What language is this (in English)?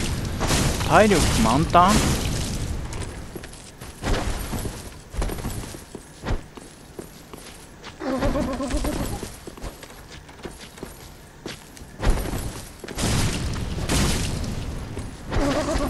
Japanese